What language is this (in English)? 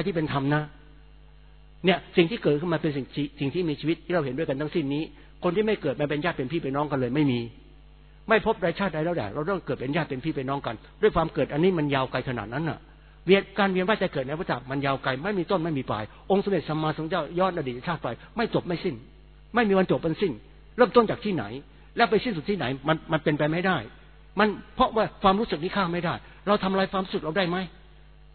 Thai